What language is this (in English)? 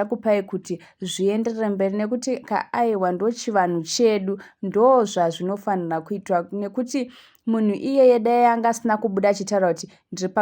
Shona